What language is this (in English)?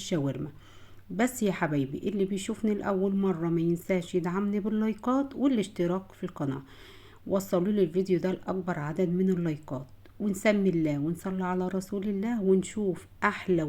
Egyptian Arabic